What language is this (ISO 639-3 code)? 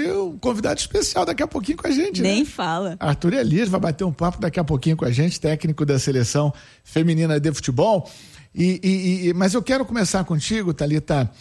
por